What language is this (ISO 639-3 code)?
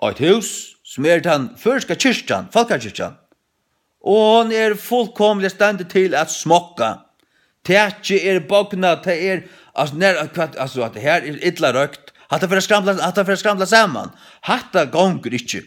fao